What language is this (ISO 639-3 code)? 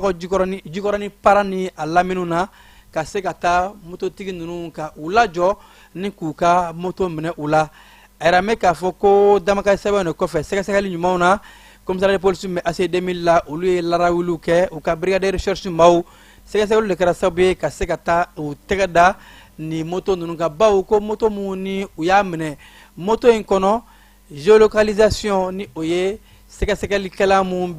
bam